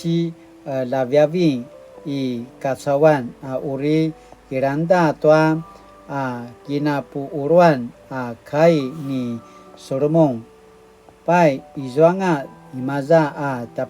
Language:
Paiwan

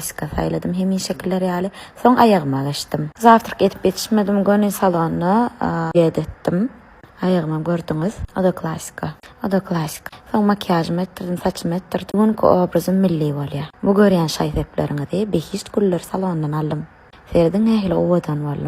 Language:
Turkmen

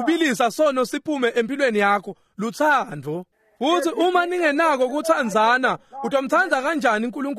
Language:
Swati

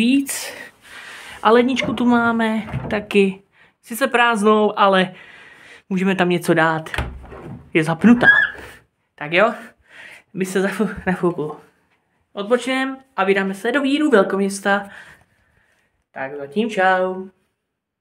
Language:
Czech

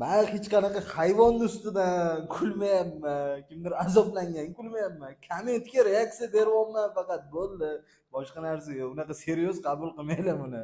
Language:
Uzbek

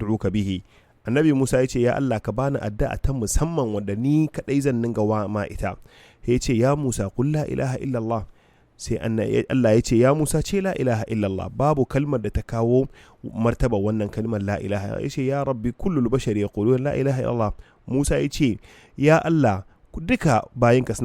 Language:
Hausa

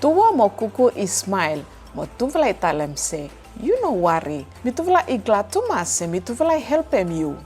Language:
Bislama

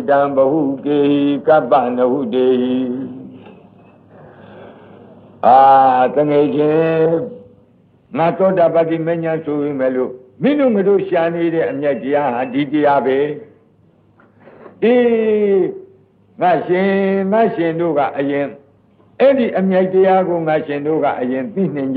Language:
Burmese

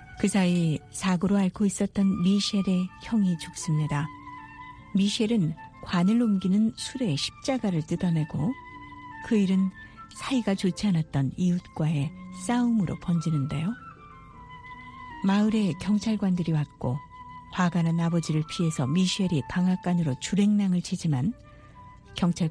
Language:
Korean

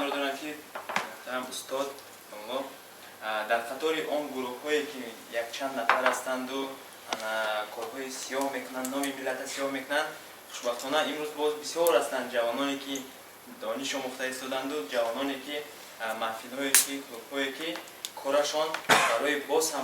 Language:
Tajik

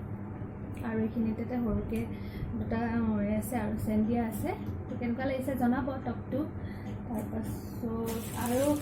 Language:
Assamese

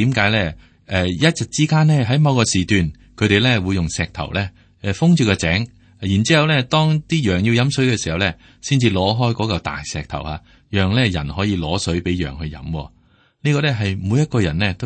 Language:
Cantonese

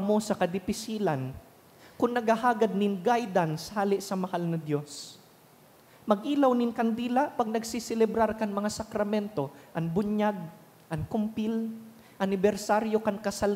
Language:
Bikol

